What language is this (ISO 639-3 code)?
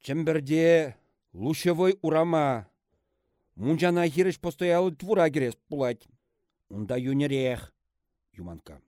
chv